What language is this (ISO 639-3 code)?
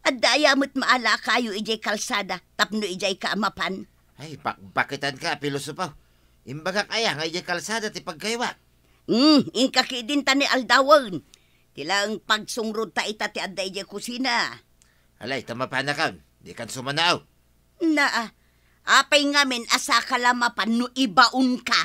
ilo